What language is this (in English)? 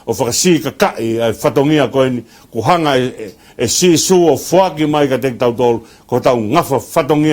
Tongan